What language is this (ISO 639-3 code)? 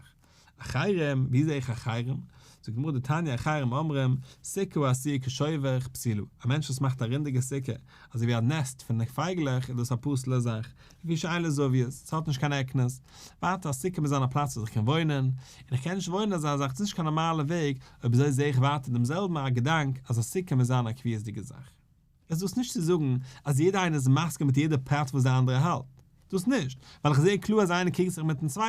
yid